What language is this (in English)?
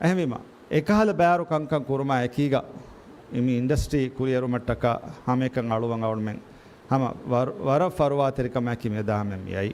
Divehi